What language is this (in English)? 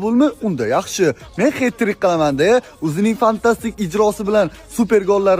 Uzbek